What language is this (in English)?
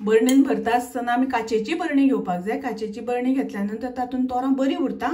Konkani